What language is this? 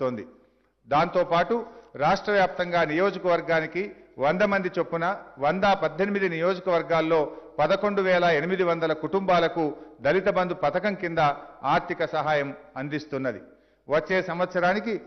Telugu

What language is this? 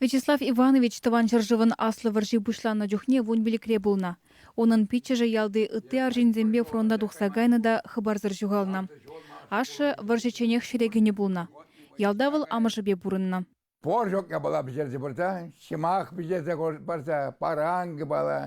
Chuvash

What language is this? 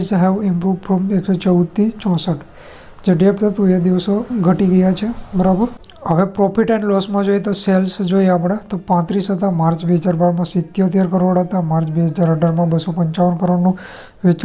Gujarati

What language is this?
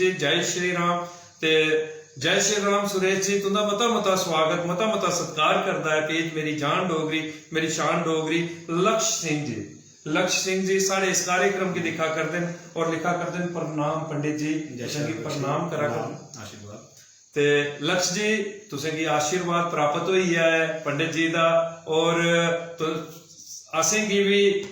Dogri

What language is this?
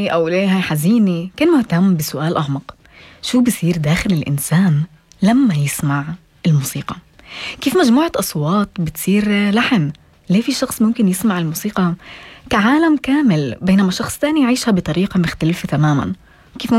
North Levantine Arabic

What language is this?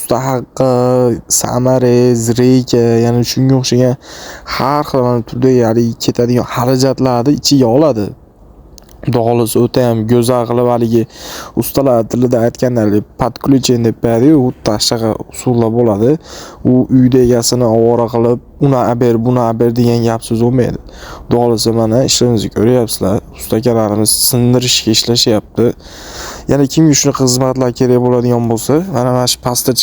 Uzbek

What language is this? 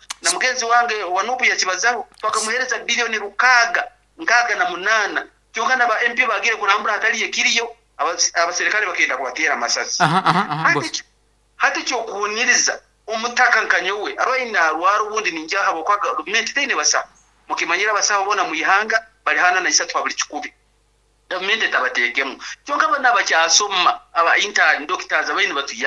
Nyankole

